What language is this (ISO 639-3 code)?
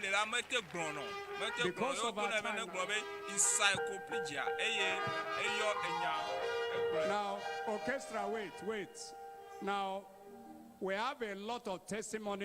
ewe